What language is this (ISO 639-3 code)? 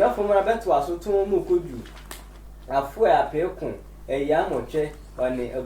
sfw